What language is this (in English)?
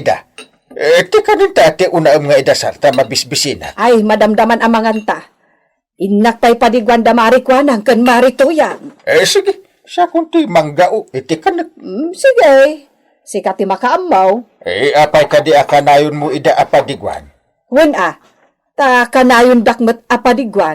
Iloko